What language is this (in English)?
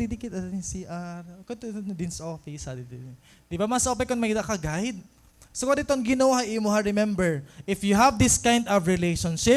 Waray